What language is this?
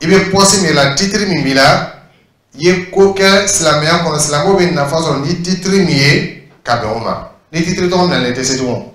Dyula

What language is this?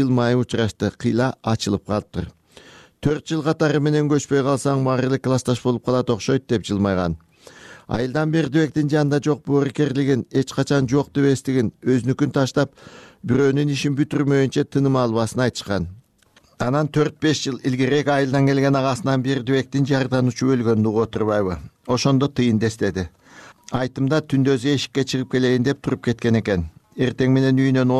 Kyrgyz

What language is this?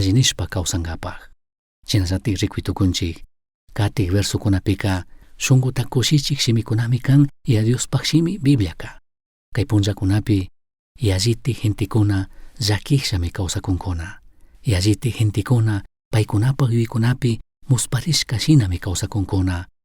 Chimborazo Highland Quichua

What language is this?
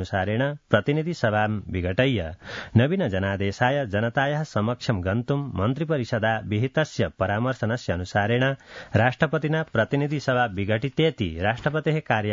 Sanskrit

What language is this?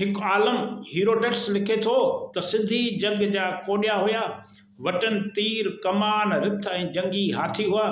Sindhi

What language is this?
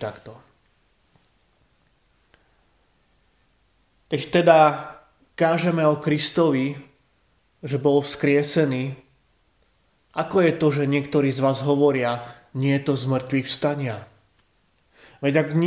Slovak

